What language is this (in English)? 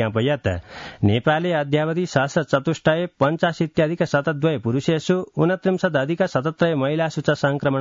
Sanskrit